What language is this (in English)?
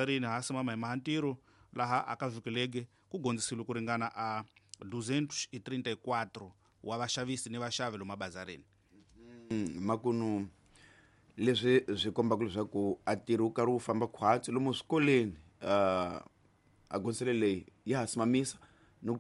Tsonga